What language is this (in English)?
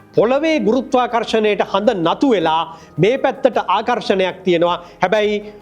Sinhala